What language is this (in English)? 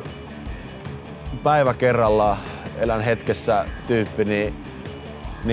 Finnish